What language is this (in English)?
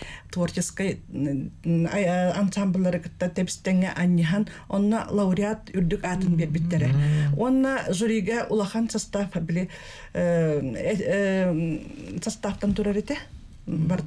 Yakut